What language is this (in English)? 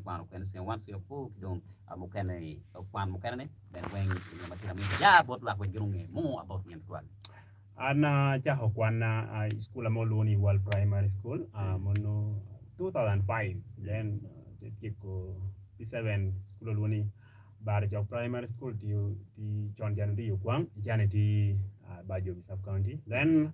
Acoli